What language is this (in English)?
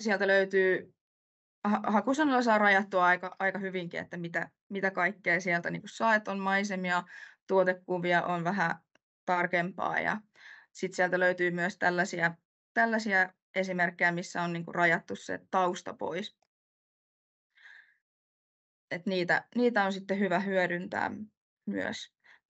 Finnish